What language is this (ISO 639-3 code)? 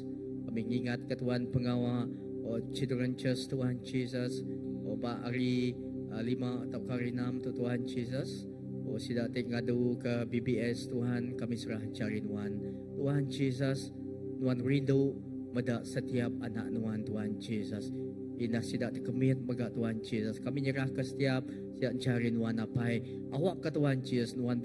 iba